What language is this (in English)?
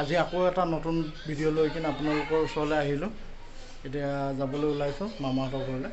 Assamese